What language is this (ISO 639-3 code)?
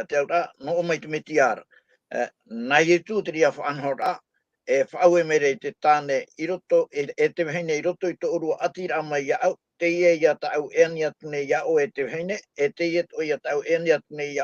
tah